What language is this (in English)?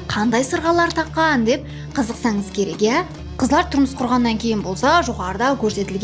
Kara-Kalpak